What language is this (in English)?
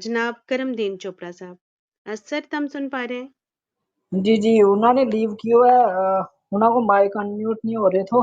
Gujari